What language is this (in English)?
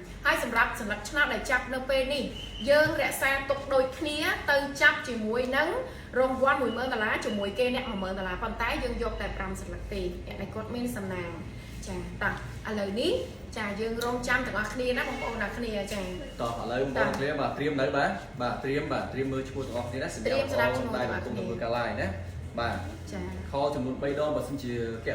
Khmer